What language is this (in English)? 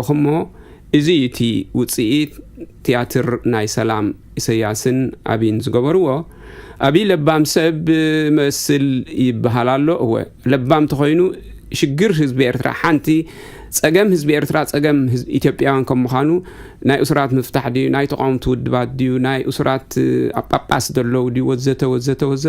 Tigrinya